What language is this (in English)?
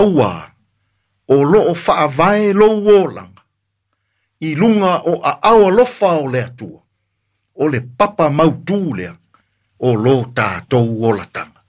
Samoan